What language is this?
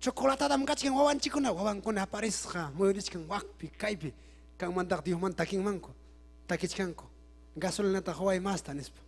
Ayacucho Quechua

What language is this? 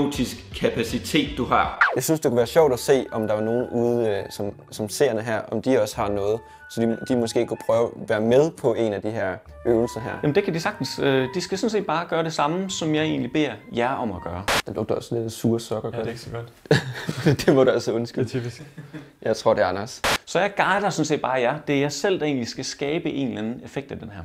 Danish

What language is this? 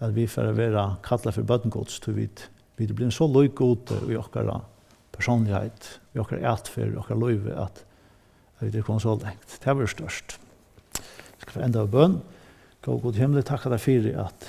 Faroese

